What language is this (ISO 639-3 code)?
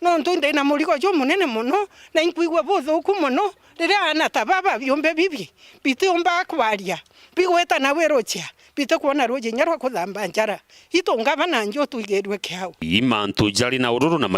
mer